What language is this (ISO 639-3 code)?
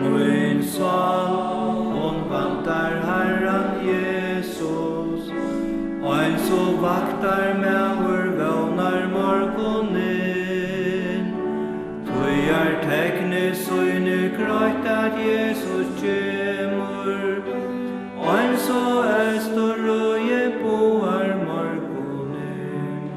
fao